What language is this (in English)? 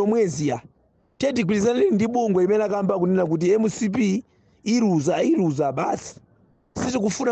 Nyanja